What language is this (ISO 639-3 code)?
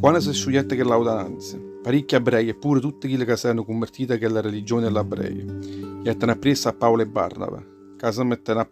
nap